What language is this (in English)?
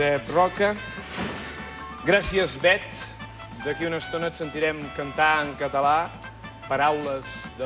Catalan